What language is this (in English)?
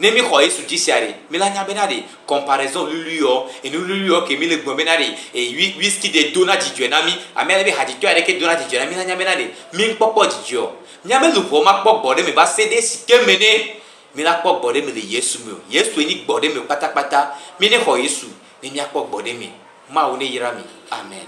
Gen